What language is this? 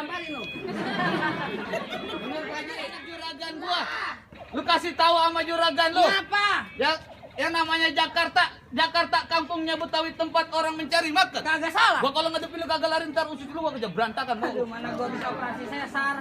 Betawi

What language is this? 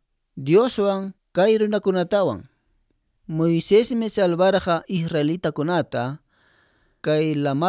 Quechua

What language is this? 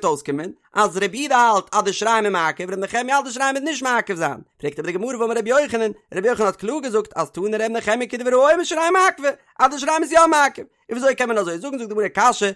Yiddish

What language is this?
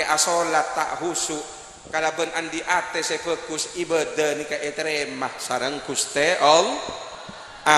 Madurese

